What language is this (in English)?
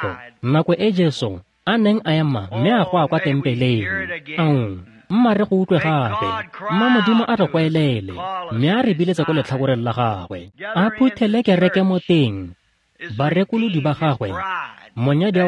Tswana